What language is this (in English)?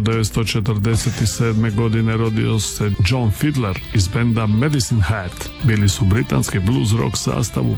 Croatian